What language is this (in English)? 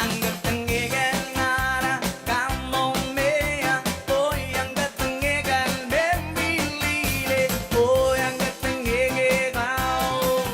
Pohnpeian